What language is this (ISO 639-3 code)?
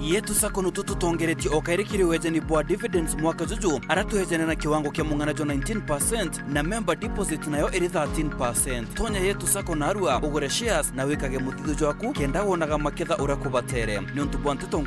mer